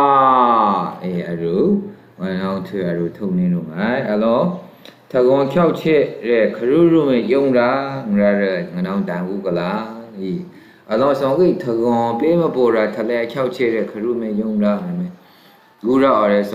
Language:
Maru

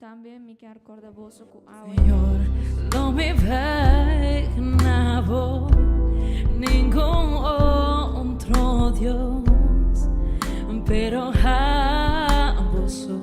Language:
Papiamento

